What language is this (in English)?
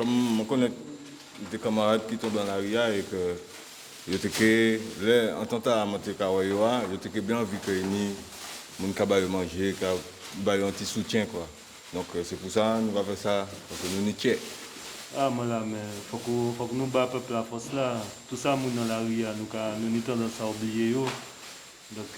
Guadeloupean Creole French